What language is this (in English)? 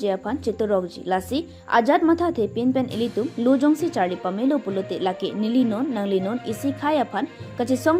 Karbi